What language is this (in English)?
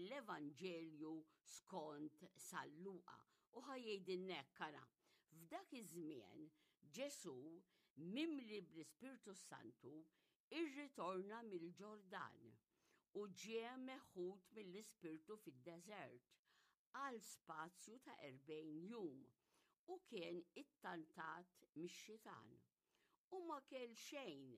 Maltese